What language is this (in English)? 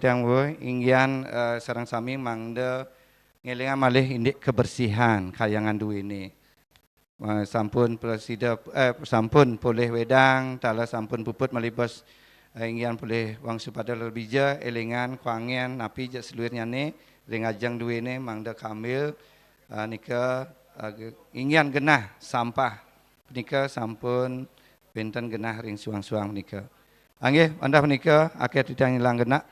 Balinese